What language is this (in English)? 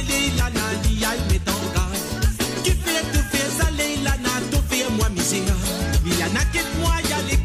Morisyen